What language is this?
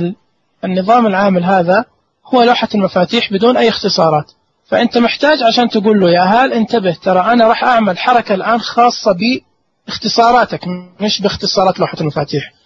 Najdi Arabic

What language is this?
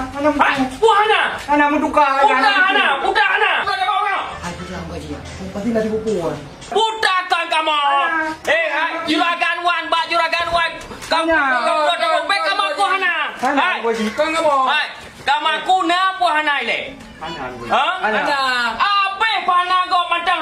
Achinese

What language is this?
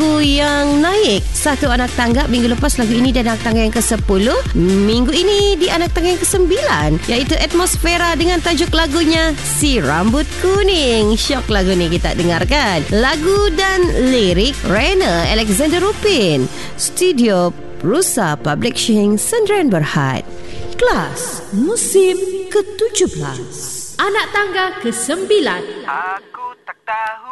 Malay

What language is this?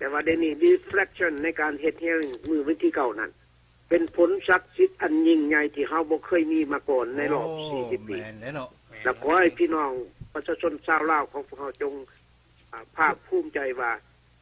Lao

